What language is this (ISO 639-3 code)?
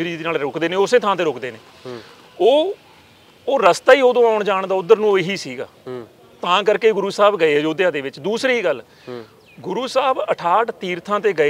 pan